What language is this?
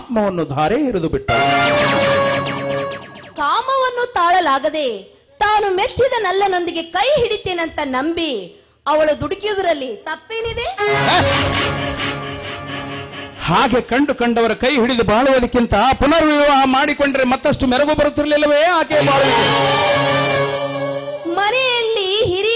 Kannada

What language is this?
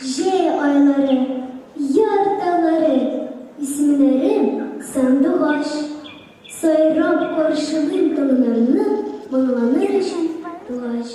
Tatar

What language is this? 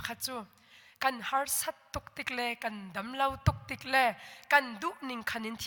Hakha Chin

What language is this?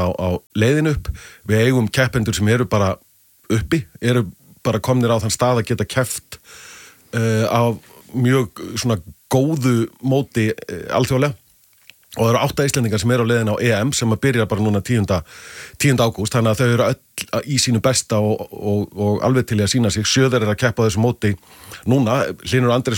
Icelandic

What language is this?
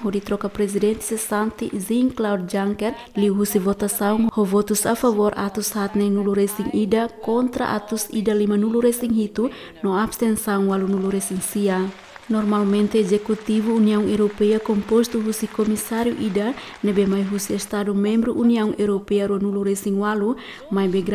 Tetum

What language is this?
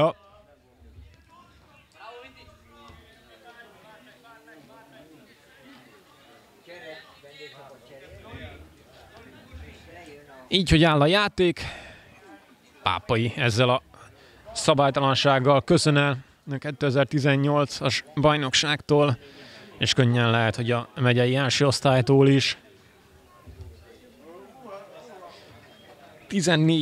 Hungarian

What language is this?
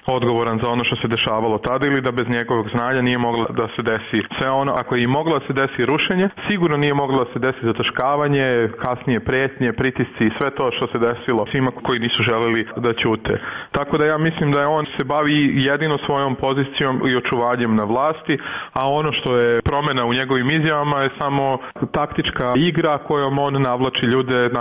Serbian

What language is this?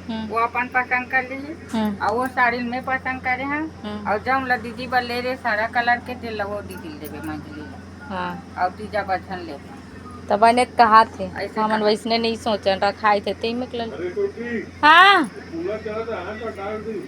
Chhattisgarhi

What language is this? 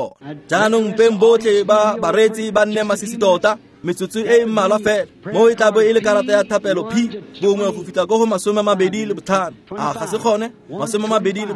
Tswana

